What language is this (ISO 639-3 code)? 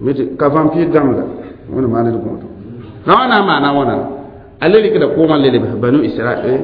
mos